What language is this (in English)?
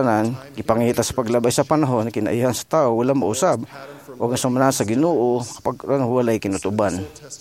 Cebuano